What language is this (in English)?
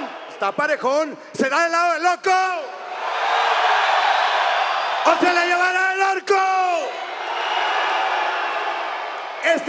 Spanish